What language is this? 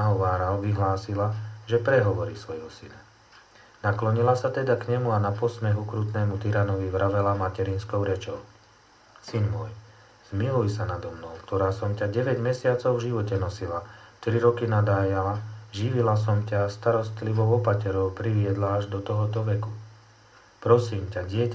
Slovak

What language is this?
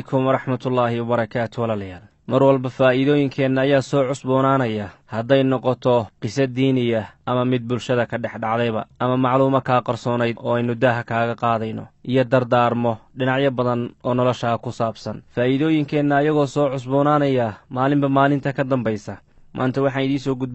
Somali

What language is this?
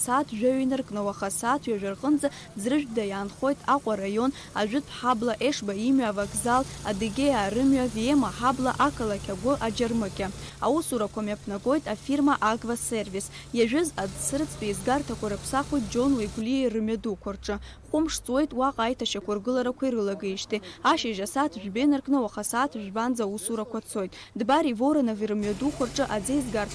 Abkhazian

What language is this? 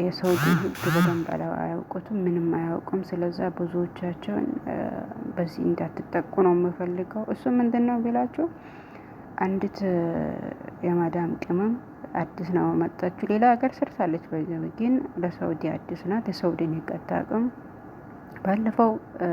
Amharic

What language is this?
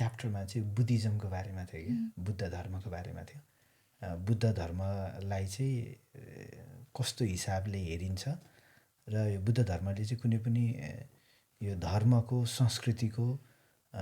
Nepali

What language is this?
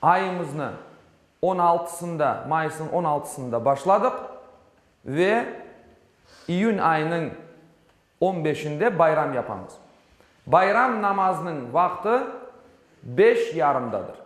Crimean Tatar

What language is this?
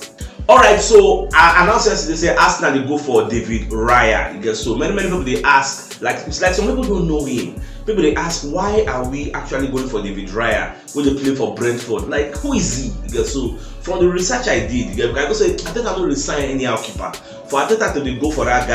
Nigerian Pidgin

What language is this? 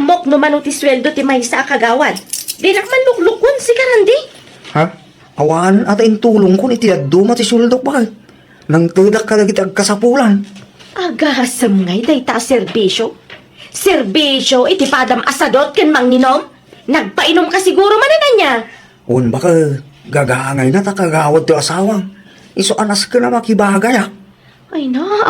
Iloko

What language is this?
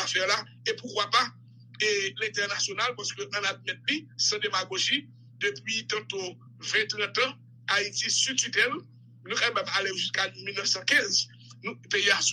Haitian Creole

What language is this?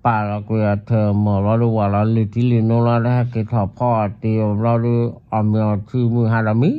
S'gaw Karen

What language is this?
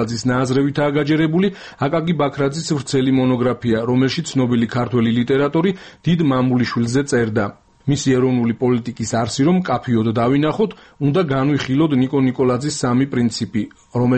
Georgian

